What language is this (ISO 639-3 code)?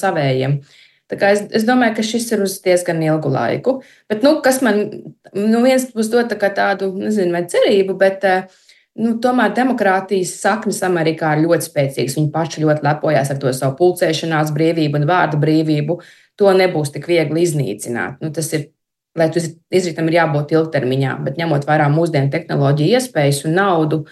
lav